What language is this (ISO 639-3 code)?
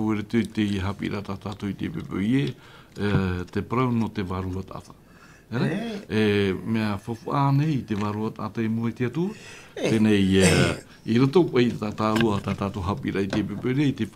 tah